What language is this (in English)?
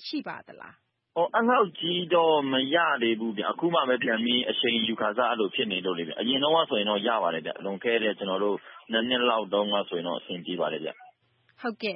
Burmese